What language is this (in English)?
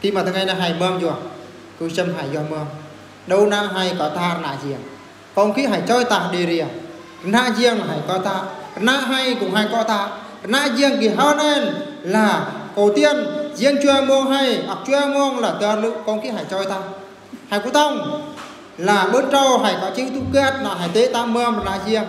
Eastern Bru